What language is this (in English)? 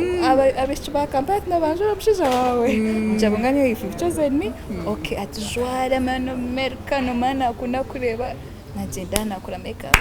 Nyankole